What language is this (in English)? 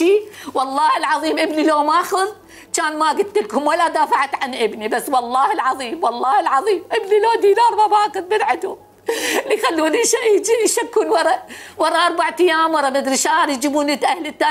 Mesopotamian Arabic